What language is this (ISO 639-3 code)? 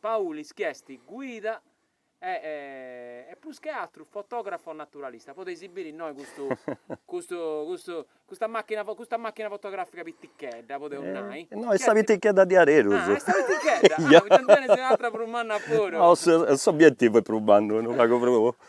srd